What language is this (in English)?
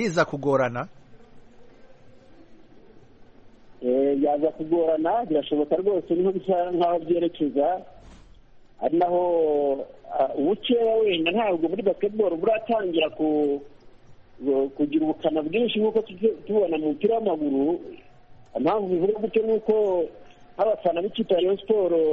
Kinyarwanda